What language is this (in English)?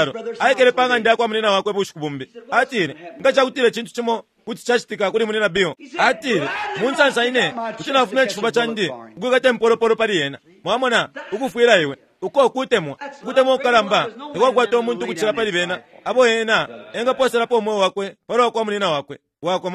Bemba